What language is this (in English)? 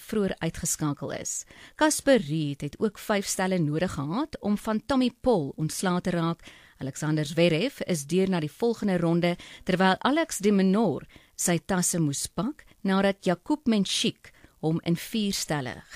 Afrikaans